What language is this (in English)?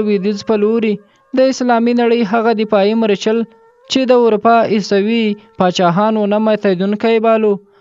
Pashto